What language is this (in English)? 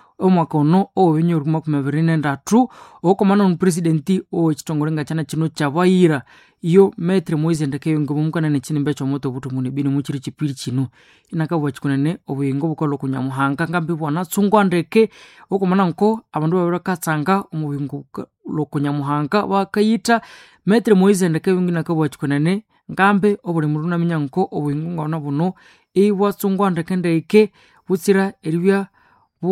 Nande